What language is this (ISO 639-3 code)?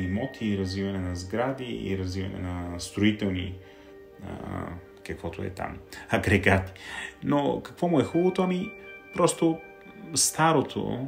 bul